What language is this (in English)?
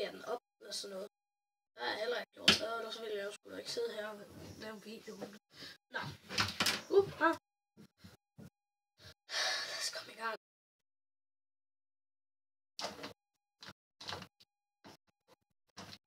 Danish